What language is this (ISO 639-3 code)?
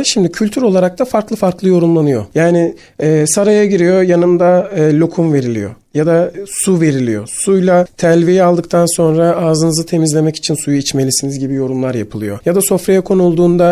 tur